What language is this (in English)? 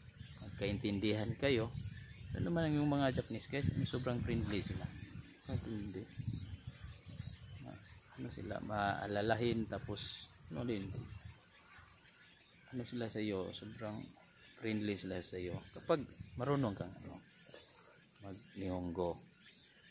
Filipino